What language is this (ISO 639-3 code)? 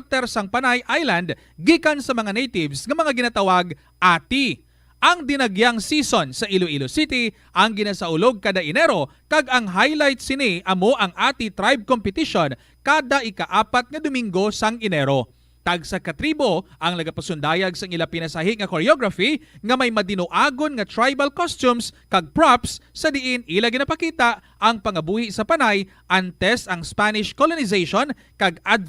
hil